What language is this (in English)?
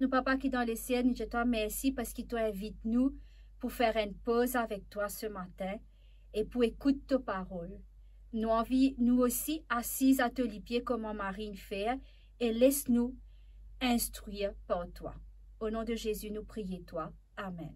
Morisyen